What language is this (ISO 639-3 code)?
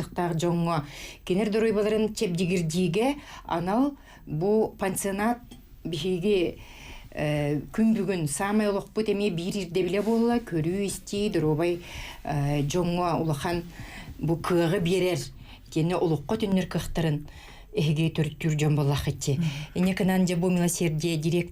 sah